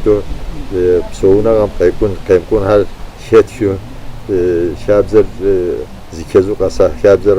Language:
Kabardian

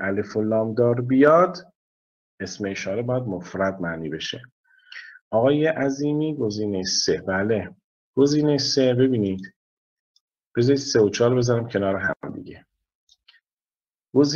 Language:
Persian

